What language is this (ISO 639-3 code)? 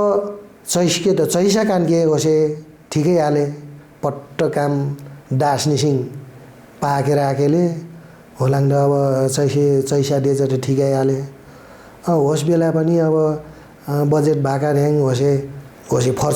nep